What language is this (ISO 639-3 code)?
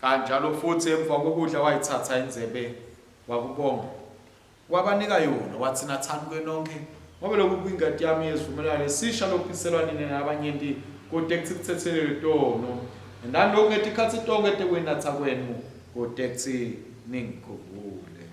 ssw